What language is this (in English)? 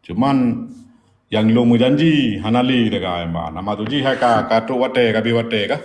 Achinese